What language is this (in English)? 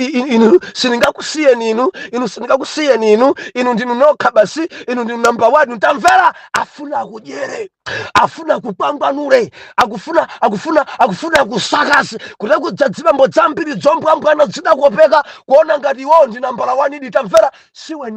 Nyanja